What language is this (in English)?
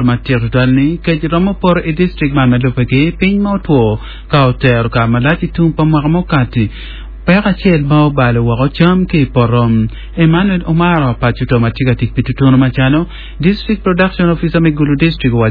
Acoli